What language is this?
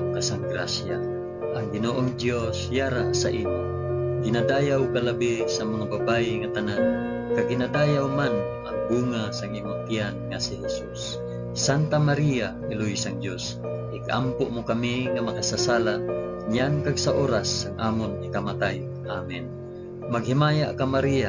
Hiligaynon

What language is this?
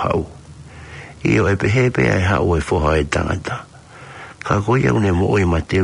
Tongan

